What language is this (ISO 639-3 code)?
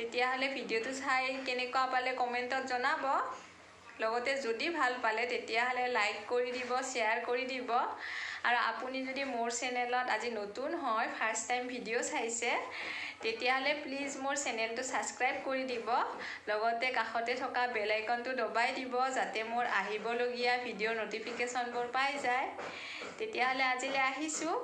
asm